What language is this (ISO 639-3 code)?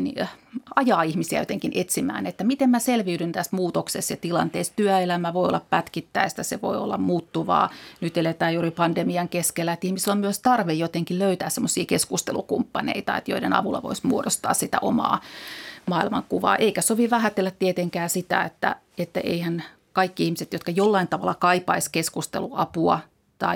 fin